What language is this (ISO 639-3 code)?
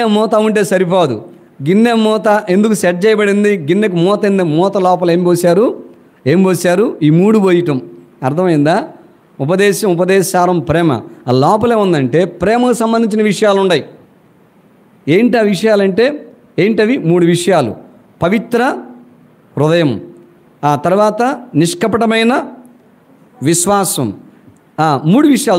tel